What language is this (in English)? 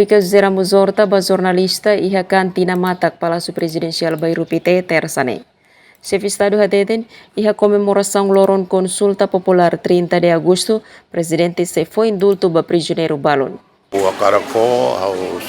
Tetum